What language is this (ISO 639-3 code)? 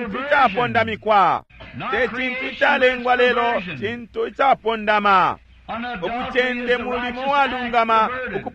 bem